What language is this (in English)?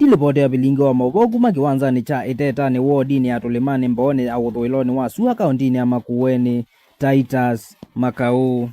Kamba